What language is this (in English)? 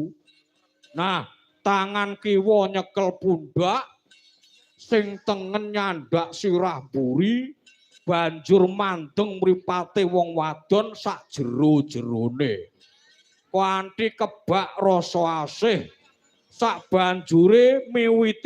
Javanese